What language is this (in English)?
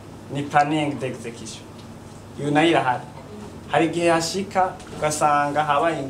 Rundi